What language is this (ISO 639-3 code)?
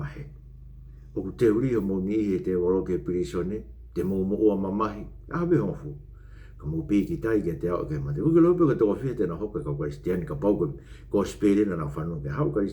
ton